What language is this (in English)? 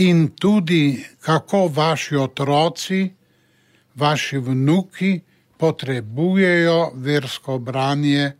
Slovenian